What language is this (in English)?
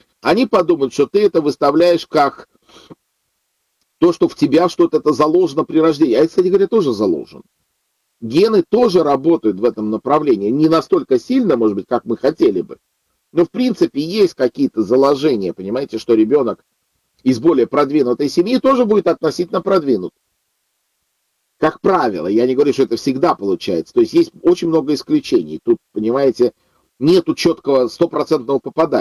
Russian